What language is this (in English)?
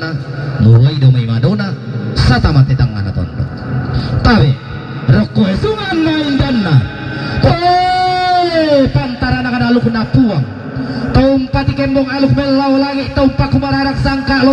Toraja-Sa'dan